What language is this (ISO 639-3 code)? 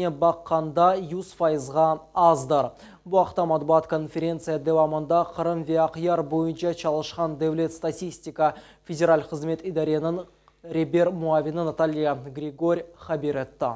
crh